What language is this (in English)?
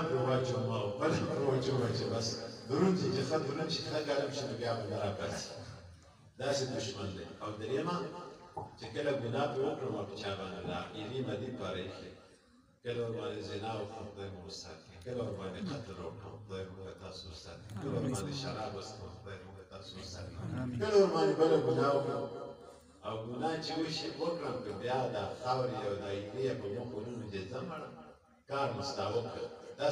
Pashto